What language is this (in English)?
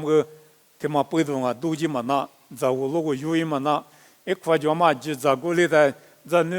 Lisu